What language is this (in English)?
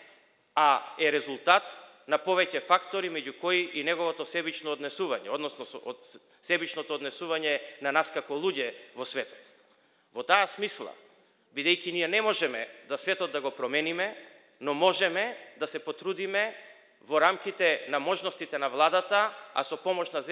Macedonian